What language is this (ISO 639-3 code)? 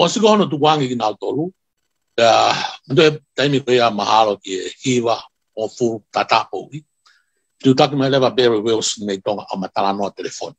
ton